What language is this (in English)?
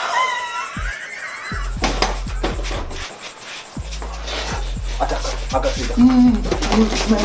Punjabi